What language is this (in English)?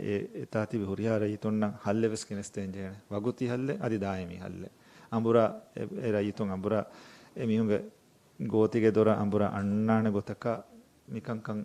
Divehi